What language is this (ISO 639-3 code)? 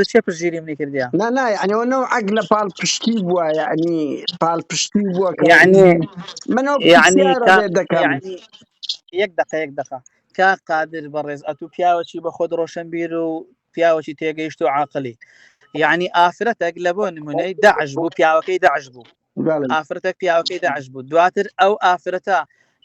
ckb